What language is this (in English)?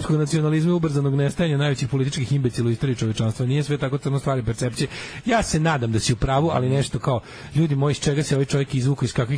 Serbian